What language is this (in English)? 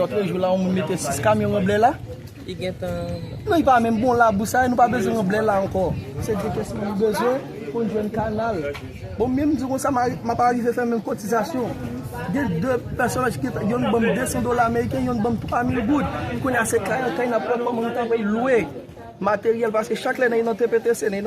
Haitian Creole